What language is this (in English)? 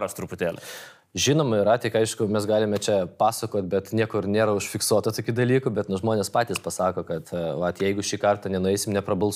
Lithuanian